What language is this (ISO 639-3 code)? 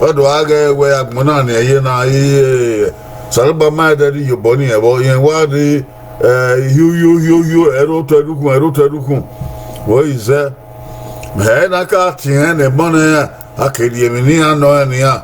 bin